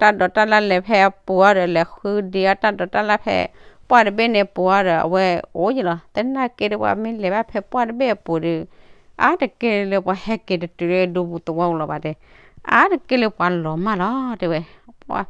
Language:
S'gaw Karen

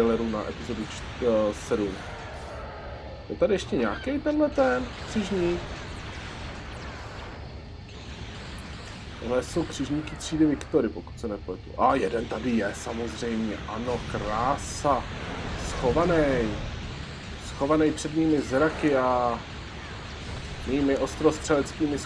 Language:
Czech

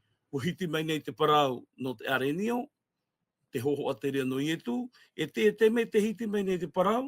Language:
Tahitian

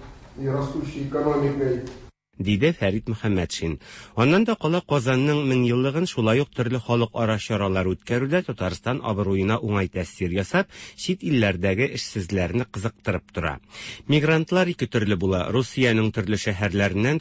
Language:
Tatar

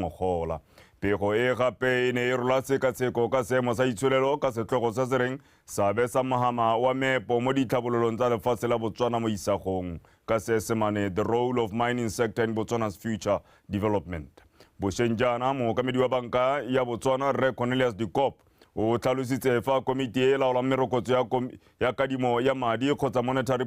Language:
Tswana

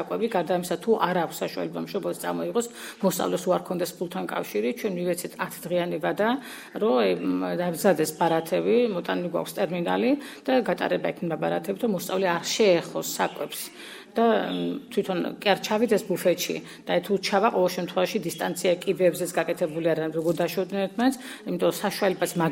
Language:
Georgian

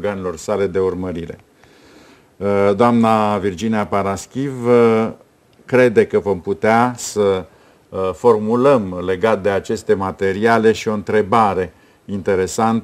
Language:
Romanian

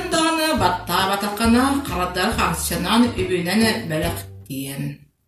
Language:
Yakut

